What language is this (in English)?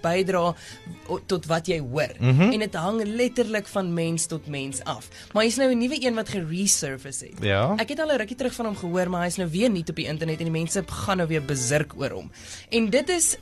Afrikaans